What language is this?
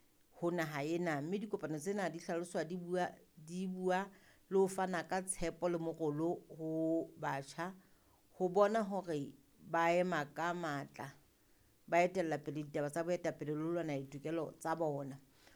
Southern Sotho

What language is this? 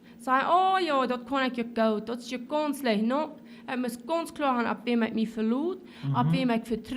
Plautdietsch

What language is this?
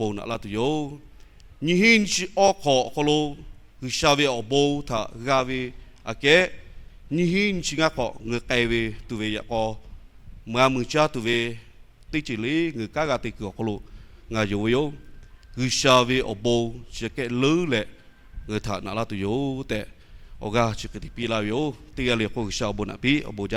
Lahu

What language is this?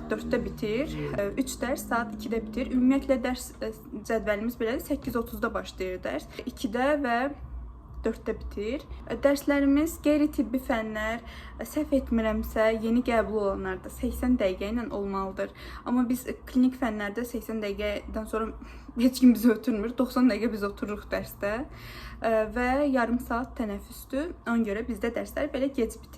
Azerbaijani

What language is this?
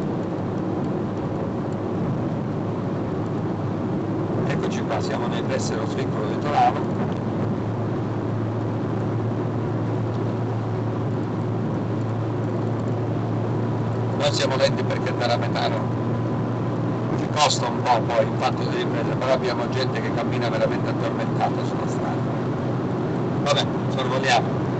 Italian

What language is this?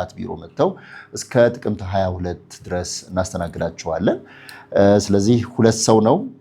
Amharic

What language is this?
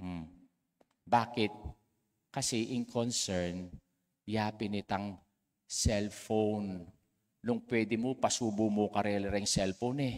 Pampanga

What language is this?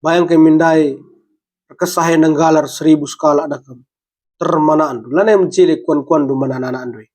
Batak Karo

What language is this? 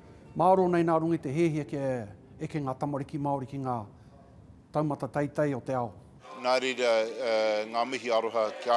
Māori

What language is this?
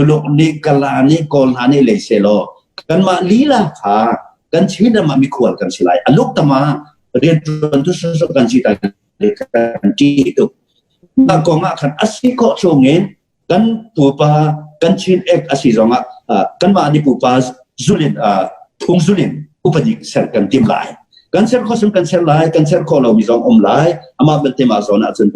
Hakha Chin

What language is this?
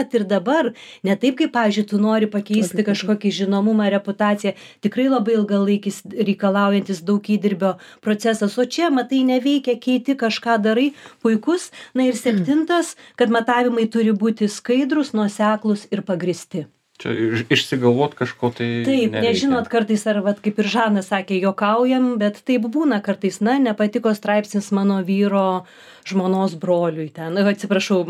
Lithuanian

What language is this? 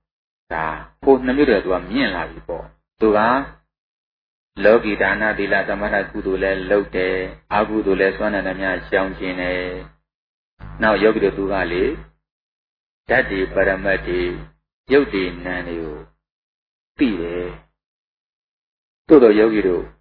Burmese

